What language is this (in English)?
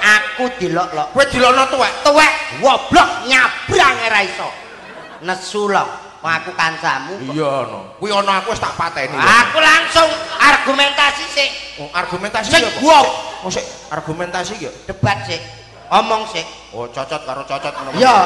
Javanese